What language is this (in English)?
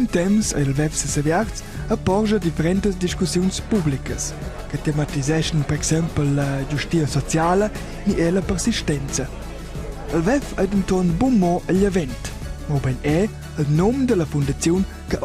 Romansh